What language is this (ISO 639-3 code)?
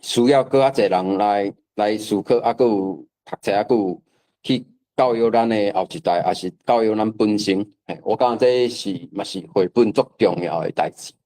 nan